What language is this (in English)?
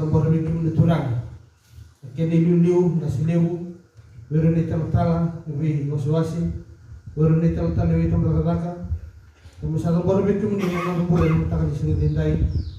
Fijian